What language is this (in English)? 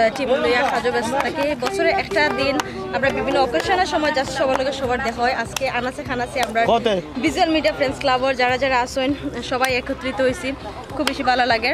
Sylheti